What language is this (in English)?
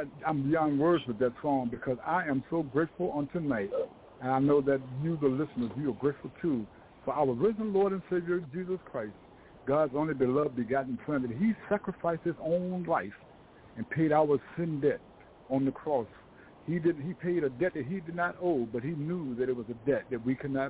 English